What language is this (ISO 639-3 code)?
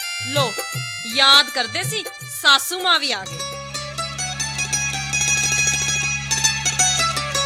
pan